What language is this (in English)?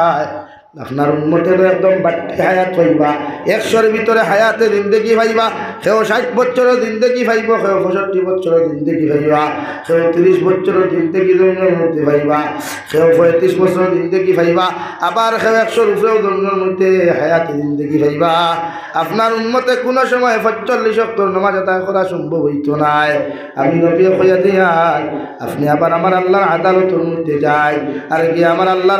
Sylheti